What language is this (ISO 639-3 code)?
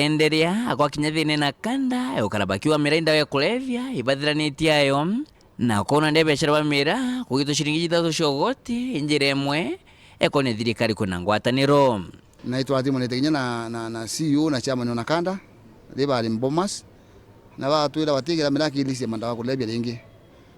mer